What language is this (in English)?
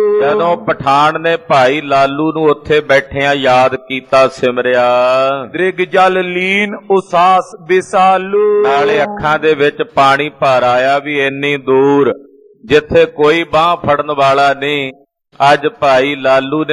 Punjabi